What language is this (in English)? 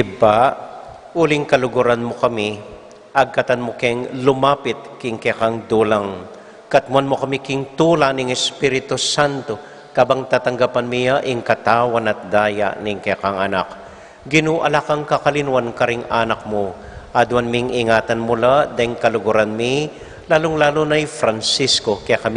Pampanga